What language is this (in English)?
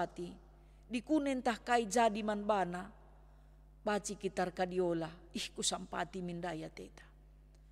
Batak Karo